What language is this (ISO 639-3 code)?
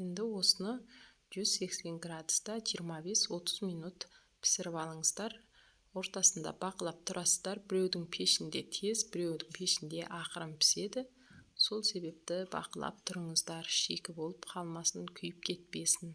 kaz